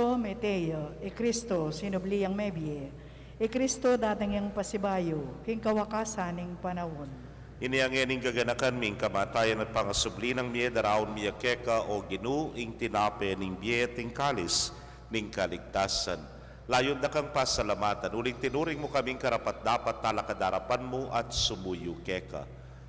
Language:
Pampanga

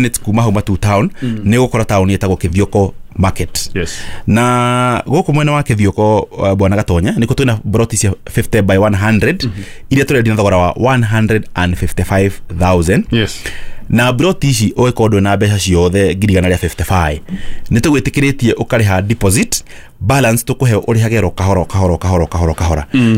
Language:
Kikuyu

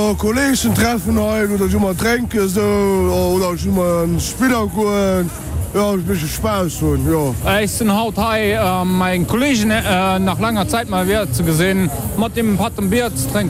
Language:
Luxembourgish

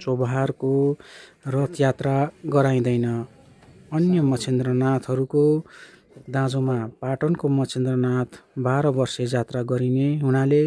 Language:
Nepali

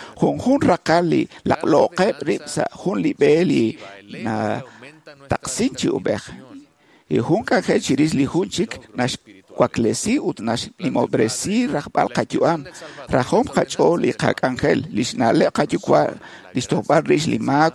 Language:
Kekchí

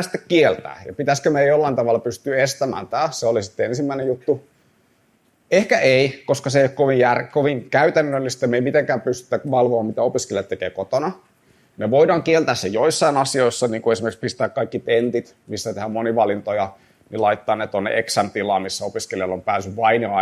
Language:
Finnish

